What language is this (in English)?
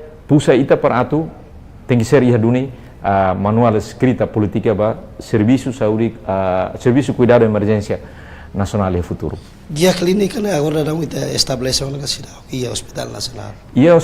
Tetum